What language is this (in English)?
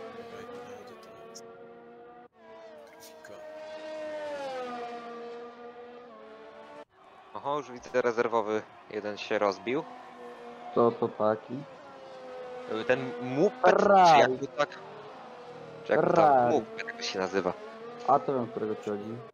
Polish